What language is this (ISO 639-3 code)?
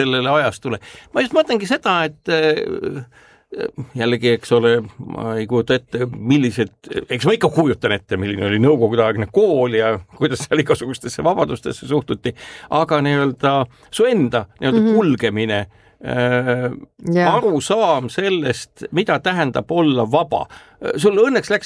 est